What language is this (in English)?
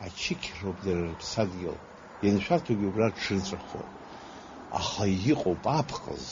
Abkhazian